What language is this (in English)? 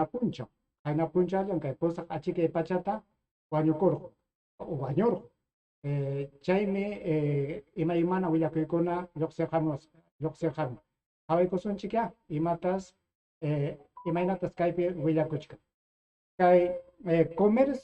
Ayacucho Quechua